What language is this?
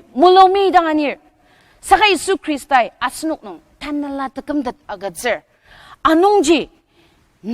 Ao Naga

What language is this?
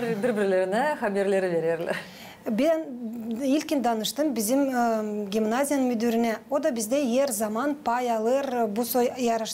Gagauz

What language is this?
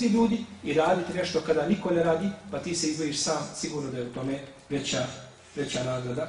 Bosnian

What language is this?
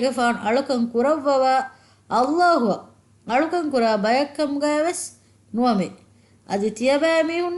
Divehi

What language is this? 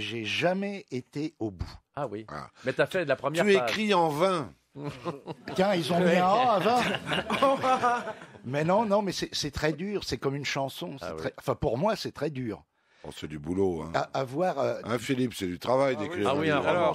French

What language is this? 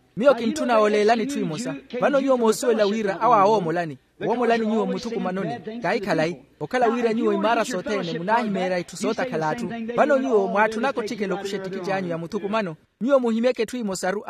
Makhuwa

